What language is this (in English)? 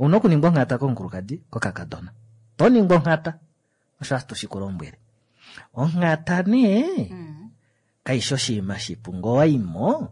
Kuanyama